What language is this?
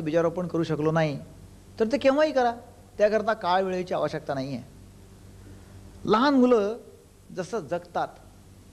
Marathi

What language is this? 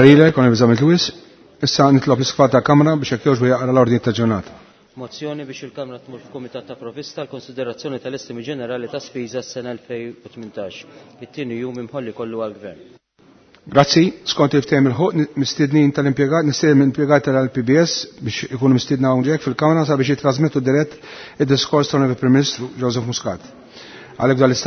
Maltese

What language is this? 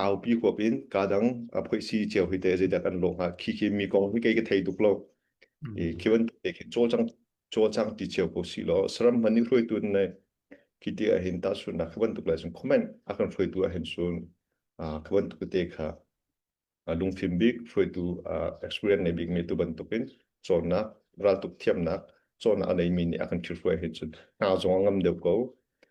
Hakha Chin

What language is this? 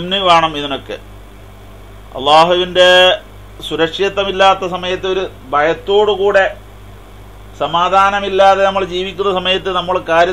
Malayalam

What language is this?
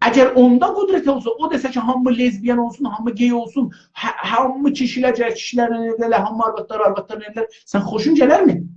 South Azerbaijani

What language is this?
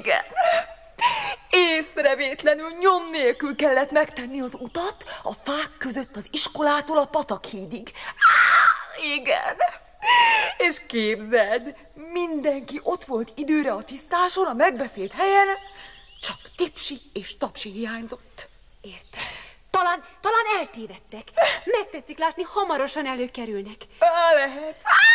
Hungarian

